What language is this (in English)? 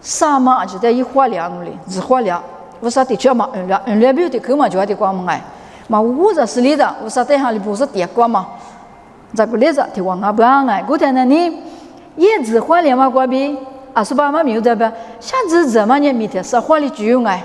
Lisu